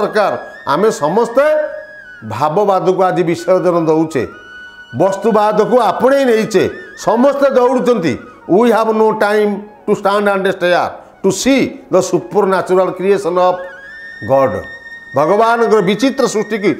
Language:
Odia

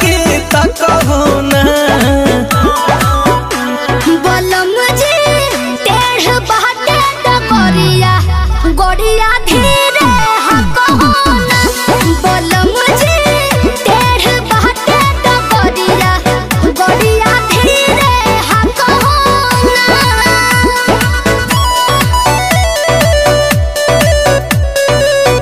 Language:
Bhojpuri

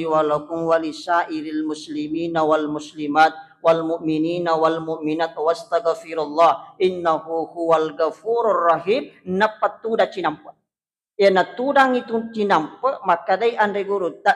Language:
Buginese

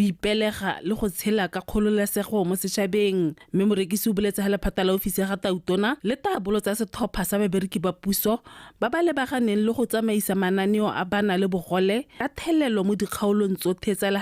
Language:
Tswana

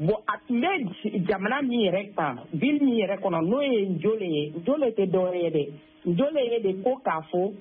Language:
Bambara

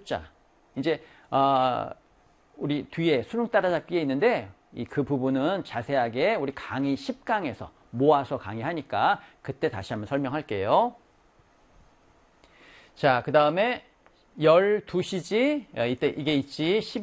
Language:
Korean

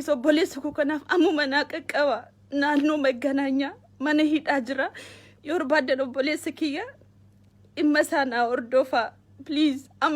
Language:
Oromo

